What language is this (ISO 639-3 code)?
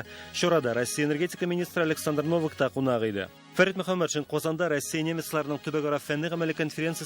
tat